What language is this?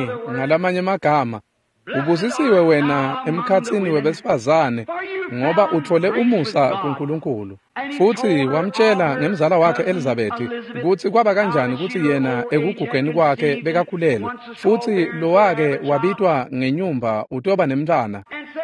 Swati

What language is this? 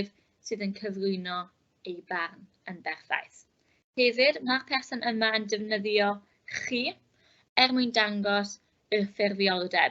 Welsh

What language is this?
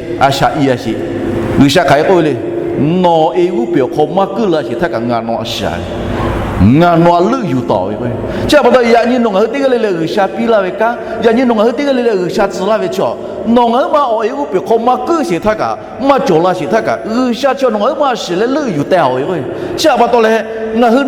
Lahu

